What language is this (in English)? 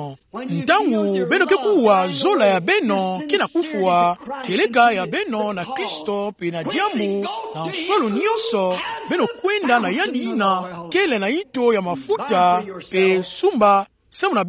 Kituba (Democratic Republic of Congo)